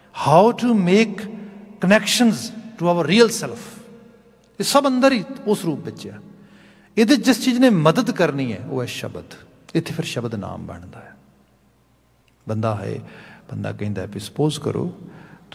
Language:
Punjabi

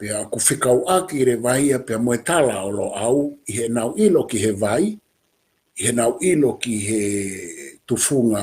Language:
Tongan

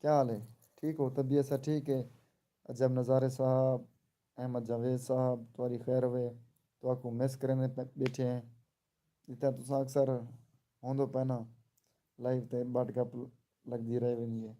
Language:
Saraiki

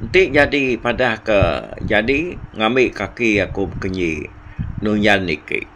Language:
Iban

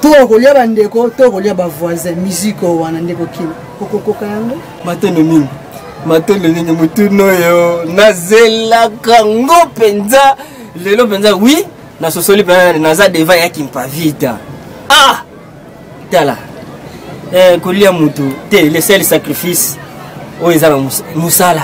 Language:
Lingala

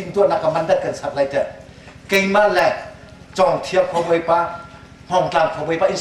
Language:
Hakha Chin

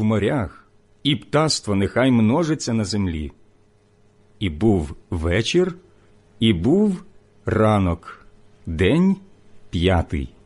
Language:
Ukrainian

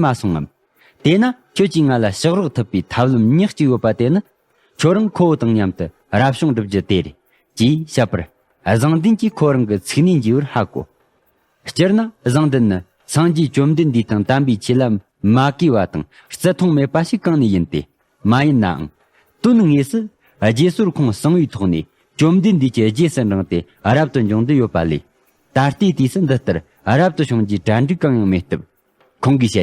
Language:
Tibetan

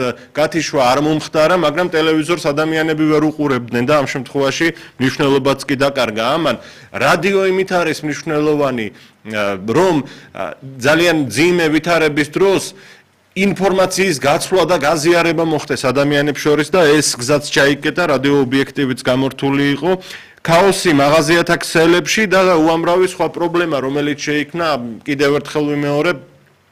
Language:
Georgian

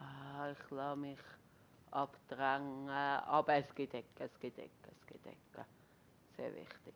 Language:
Swiss German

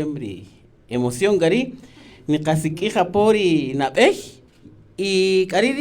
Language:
Kaqchikel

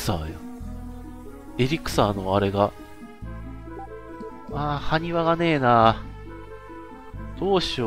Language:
Japanese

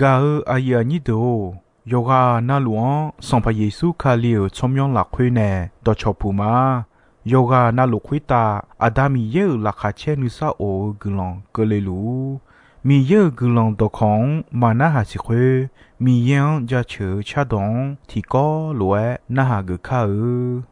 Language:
Akha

